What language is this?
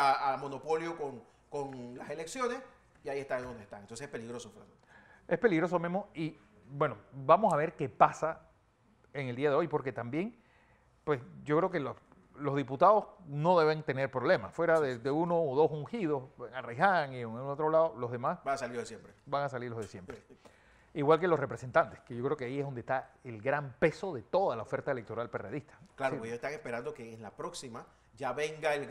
Spanish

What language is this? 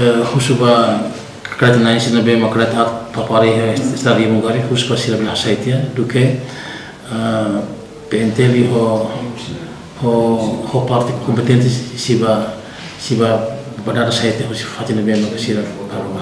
Tetum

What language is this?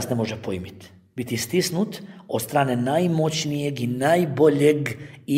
Bosnian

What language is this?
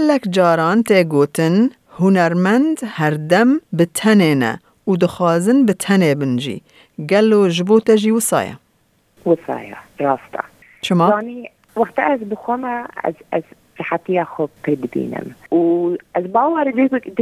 Kurdish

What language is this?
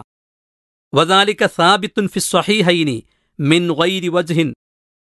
Malayalam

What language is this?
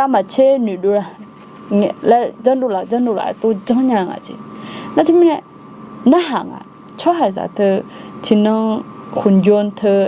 Akha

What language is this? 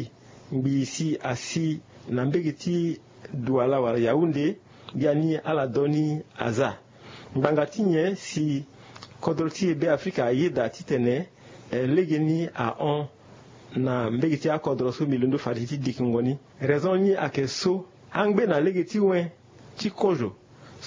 Sango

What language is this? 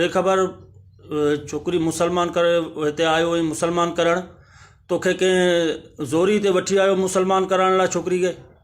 Sindhi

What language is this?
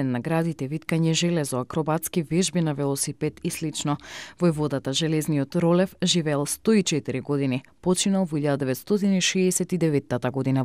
Macedonian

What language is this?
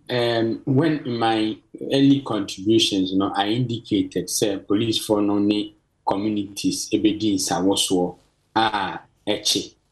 Akan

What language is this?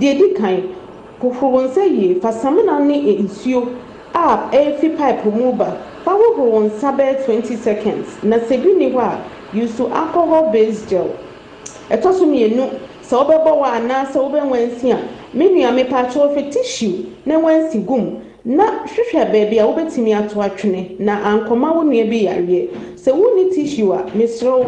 Akan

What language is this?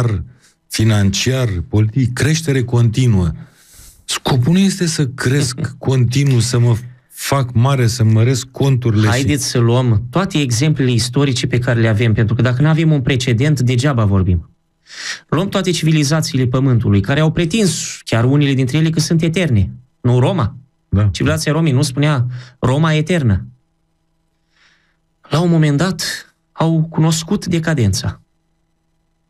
Romanian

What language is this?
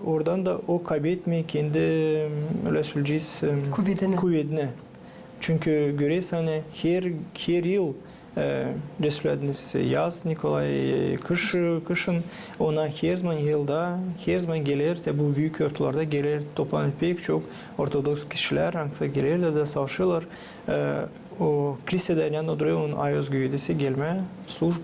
Gagauz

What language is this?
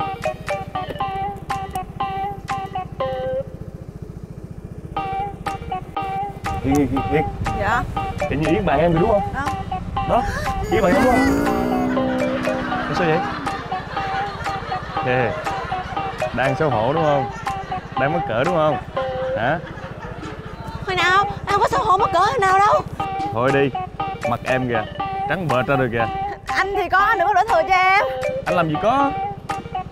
Vietnamese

